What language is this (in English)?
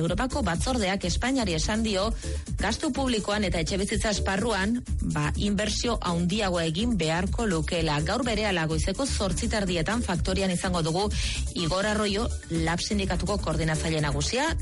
Basque